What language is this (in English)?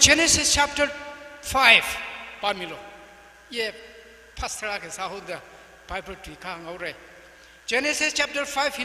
Tangkhul Naga (India)